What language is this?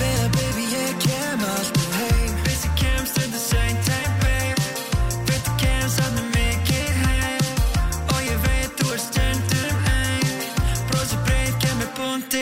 Icelandic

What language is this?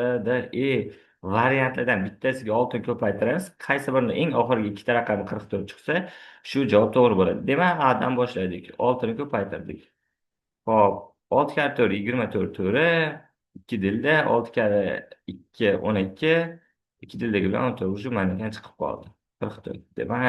Uzbek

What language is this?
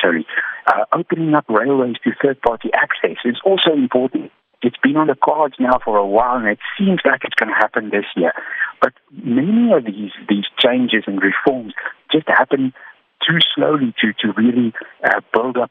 English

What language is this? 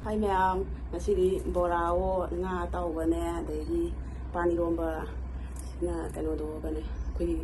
Manipuri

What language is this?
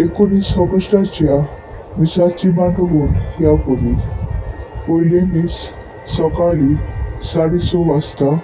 Konkani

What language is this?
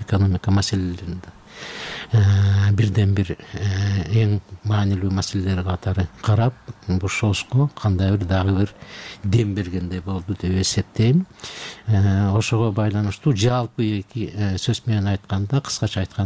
Kyrgyz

